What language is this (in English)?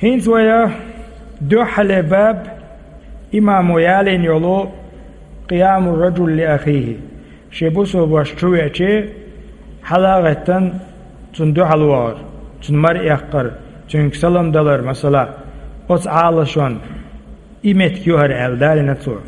Chechen